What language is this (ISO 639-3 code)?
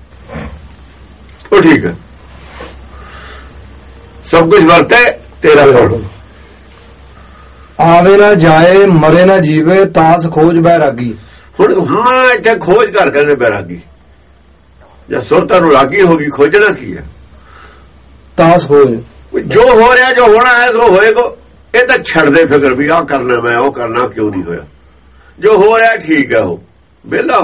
pan